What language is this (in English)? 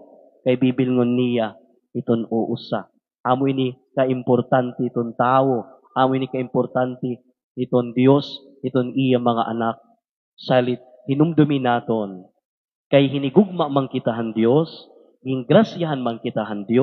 Waray